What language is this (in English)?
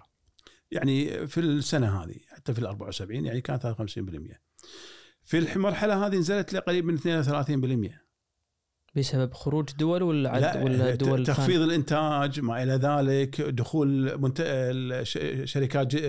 Gulf Arabic